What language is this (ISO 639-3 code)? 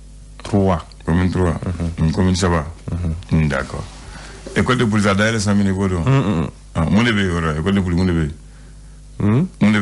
bam